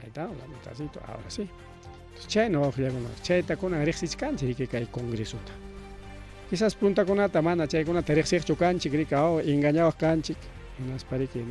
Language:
Ayacucho Quechua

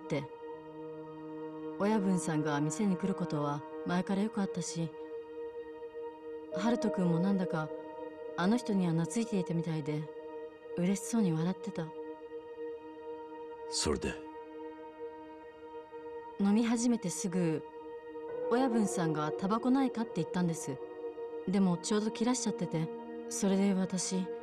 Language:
Japanese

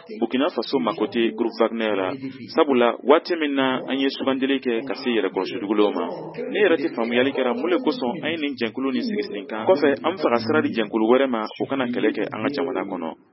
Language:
Bambara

